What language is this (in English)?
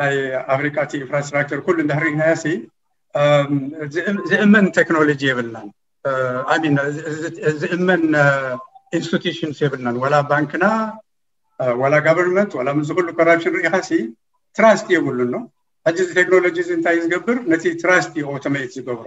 Tigrinya